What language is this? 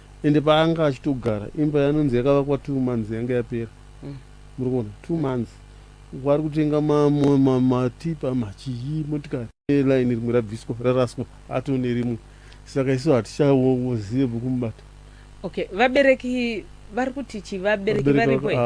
Shona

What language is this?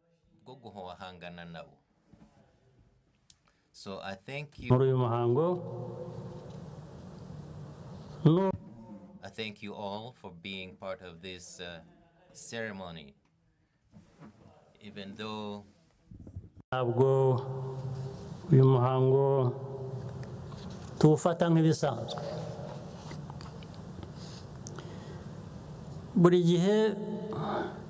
Kinyarwanda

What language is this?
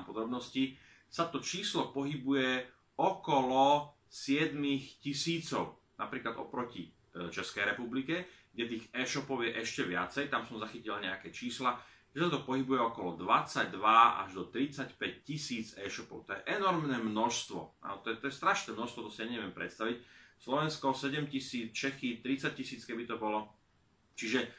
Slovak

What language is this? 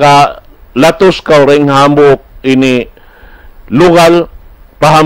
Tausug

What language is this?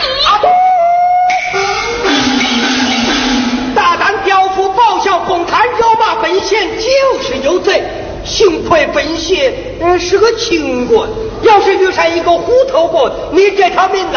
Chinese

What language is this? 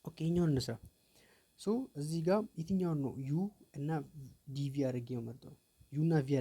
Amharic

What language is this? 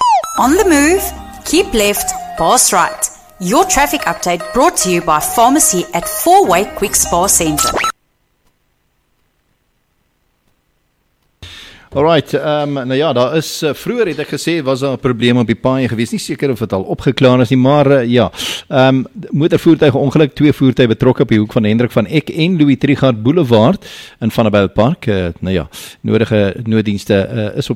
Afrikaans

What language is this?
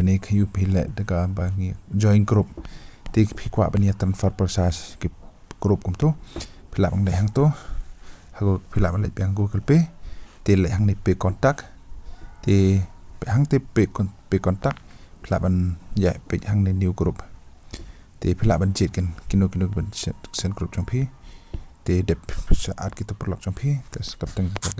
Khasi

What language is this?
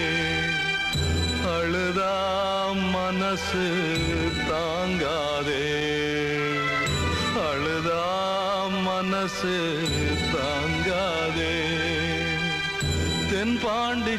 Tamil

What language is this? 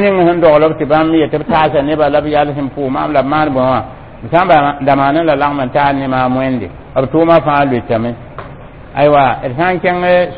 Mossi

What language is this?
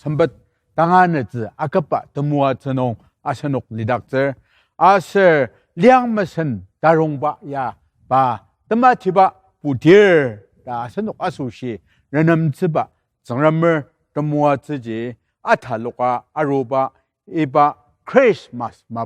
Ao Naga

